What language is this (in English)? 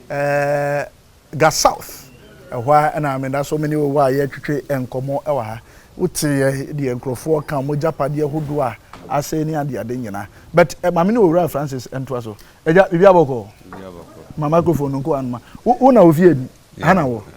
Akan